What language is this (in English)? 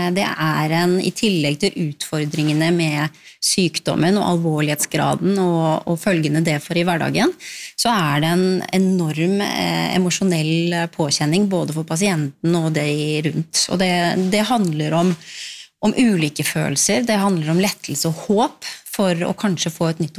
Norwegian